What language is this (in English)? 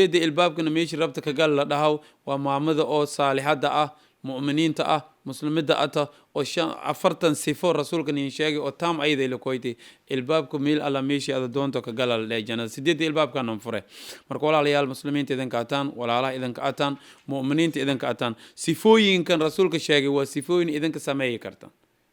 Somali